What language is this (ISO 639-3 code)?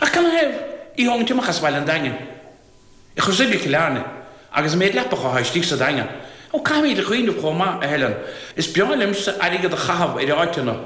gle